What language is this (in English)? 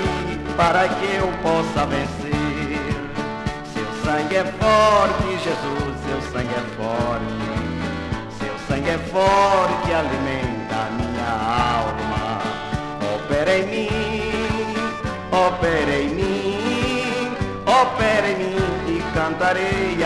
Portuguese